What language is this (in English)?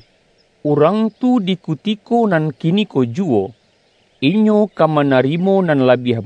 Minangkabau